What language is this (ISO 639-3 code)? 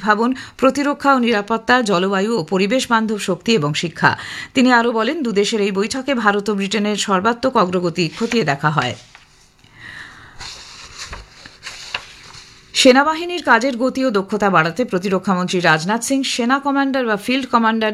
ben